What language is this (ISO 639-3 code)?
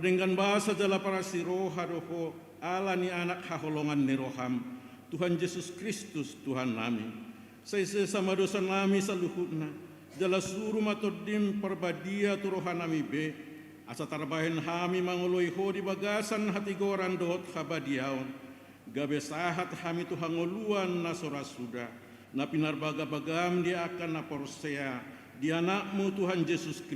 bbc